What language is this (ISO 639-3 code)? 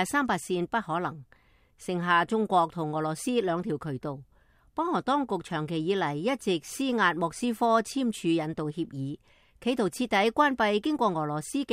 yue